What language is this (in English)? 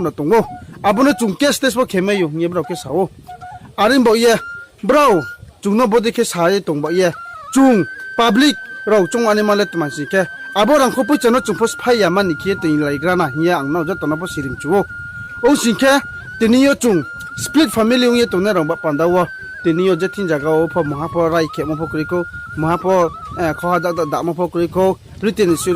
Riang (India)